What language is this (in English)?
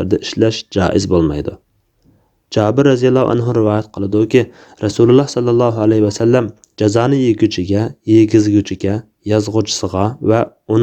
Uyghur